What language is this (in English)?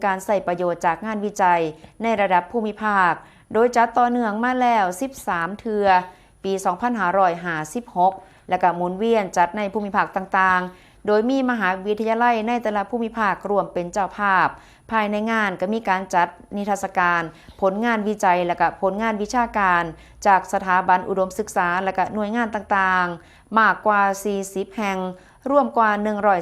Northeastern Thai